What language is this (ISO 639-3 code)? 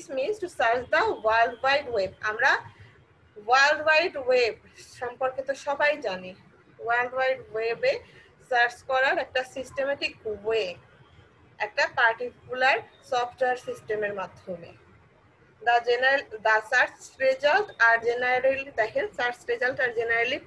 ben